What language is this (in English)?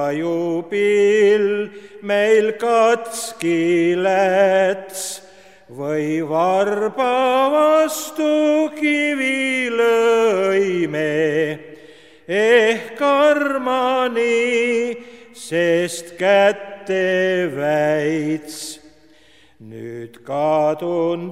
Estonian